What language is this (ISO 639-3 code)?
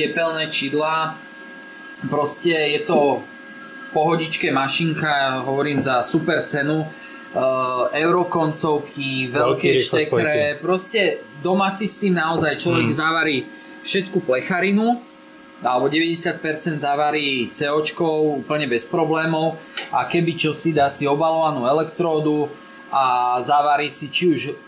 slk